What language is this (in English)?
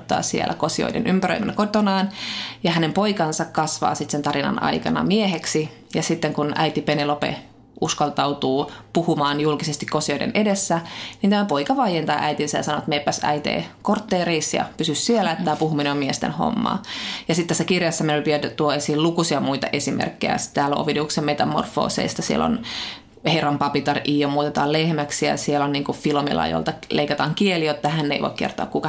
Finnish